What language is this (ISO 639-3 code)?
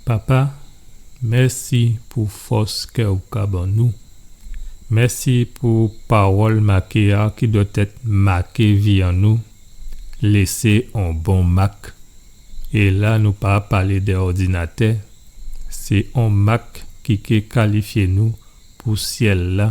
gcf